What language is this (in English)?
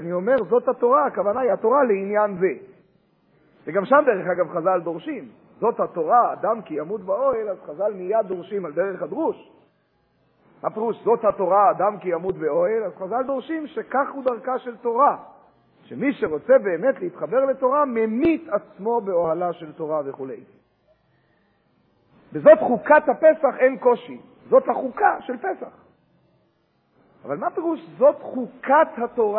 Hebrew